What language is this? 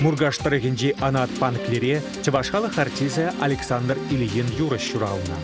Chuvash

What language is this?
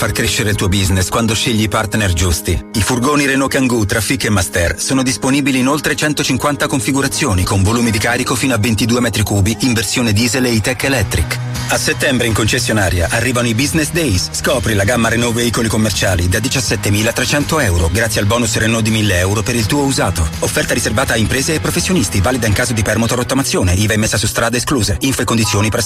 Italian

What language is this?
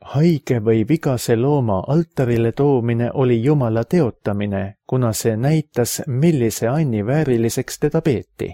Estonian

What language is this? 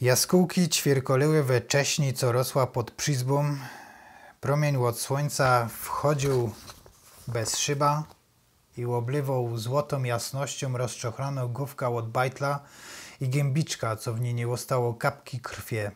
Silesian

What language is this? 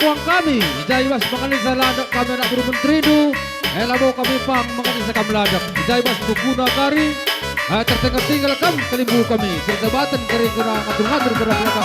Batak Karo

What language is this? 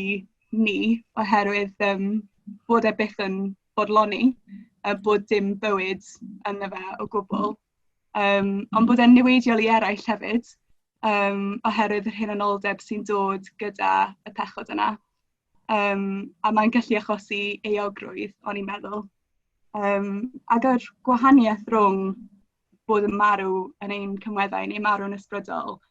Welsh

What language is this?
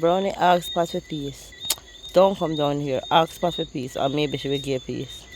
Jamaican Creole English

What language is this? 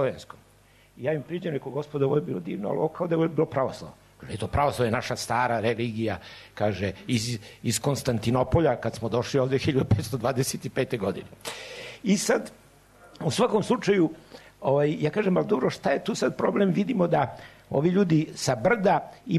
Serbian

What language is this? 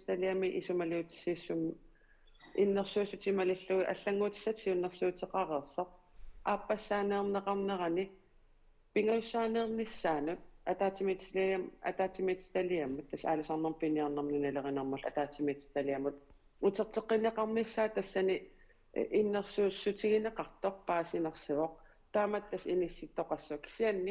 Kalaallisut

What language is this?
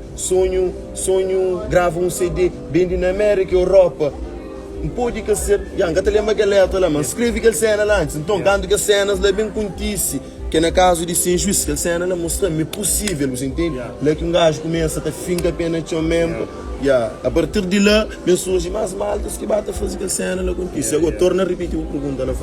Kabuverdianu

